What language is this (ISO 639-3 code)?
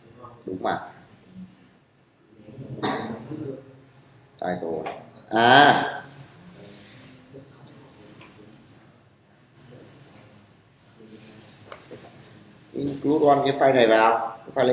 vie